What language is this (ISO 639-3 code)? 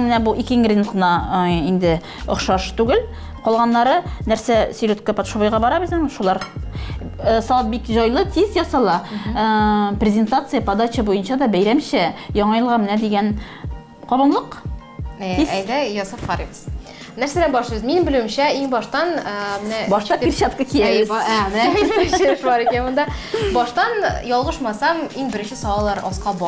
tat